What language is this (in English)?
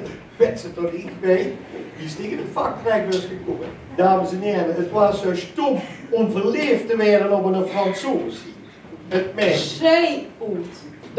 Limburgish